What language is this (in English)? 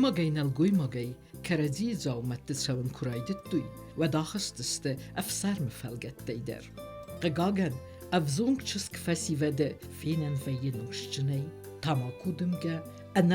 Ossetic